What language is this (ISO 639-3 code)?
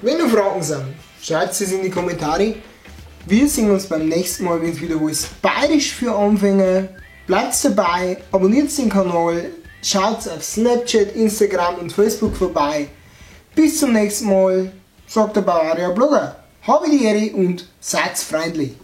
bar